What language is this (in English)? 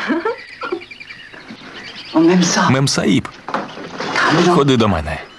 Ukrainian